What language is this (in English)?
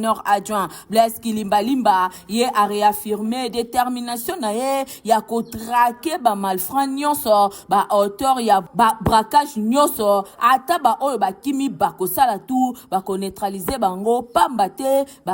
Lingala